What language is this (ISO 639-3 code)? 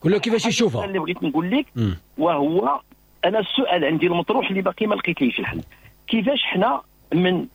ary